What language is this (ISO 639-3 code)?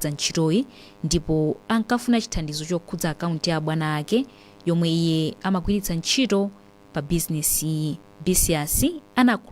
nya